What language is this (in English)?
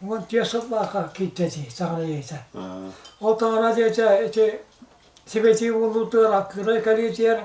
Yakut